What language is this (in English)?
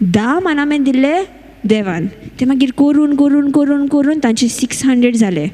Konkani